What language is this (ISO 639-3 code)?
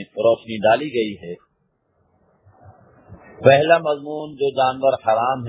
urd